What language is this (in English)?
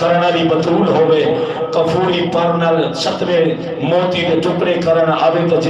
Saraiki